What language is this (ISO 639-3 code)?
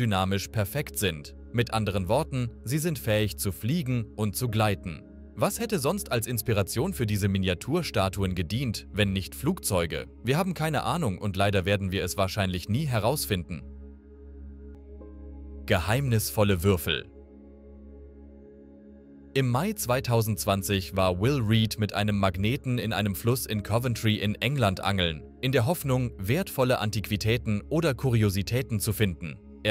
deu